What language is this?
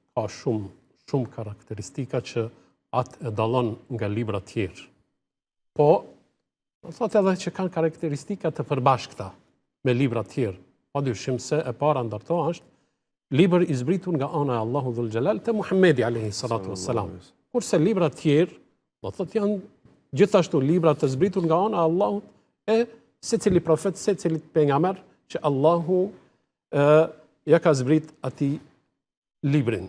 Albanian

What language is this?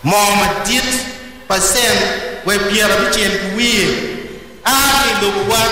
Acoli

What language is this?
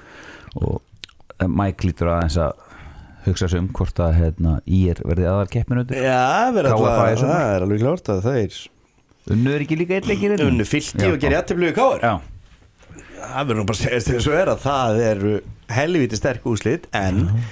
Icelandic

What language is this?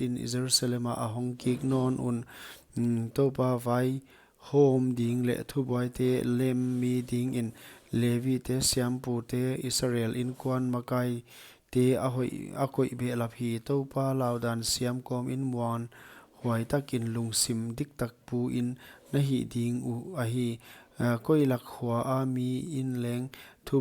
Paite Chin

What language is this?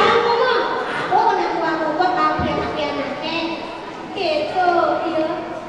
Balinese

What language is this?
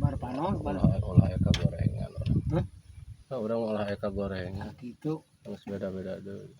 Sundanese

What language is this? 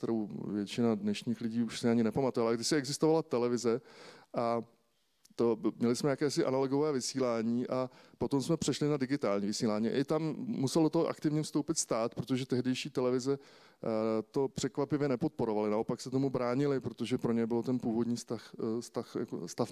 Czech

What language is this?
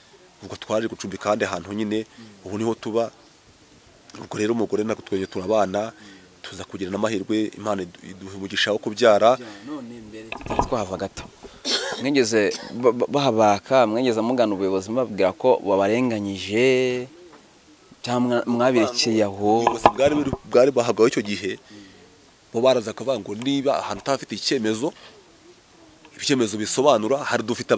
Kinyarwanda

